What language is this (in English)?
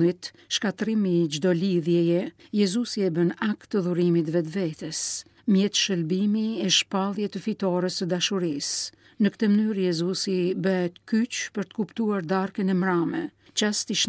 Albanian